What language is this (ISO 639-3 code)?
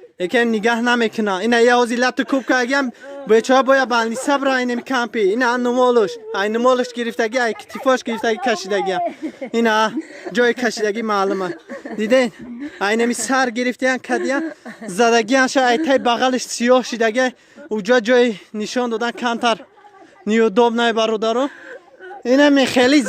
tgk